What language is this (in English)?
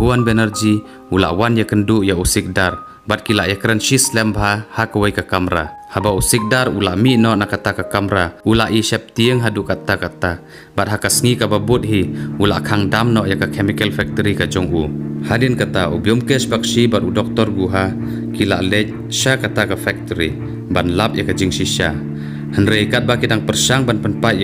Khasi